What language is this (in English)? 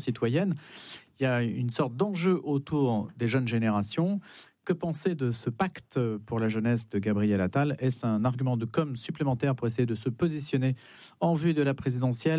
French